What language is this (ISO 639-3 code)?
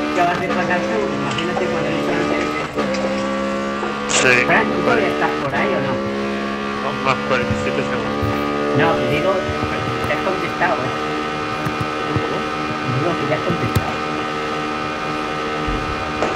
spa